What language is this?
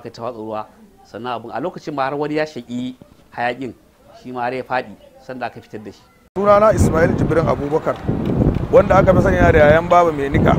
Hausa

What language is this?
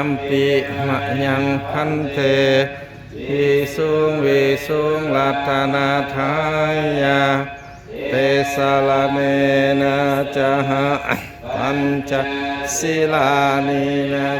Pali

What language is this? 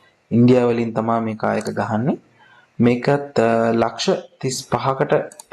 Sinhala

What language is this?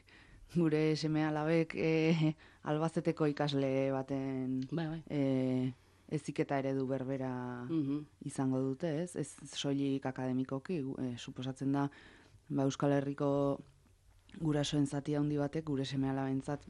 Basque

